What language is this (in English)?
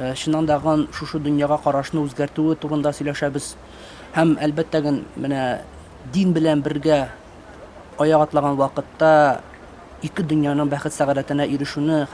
Tatar